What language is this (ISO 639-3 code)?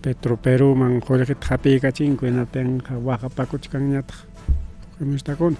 quy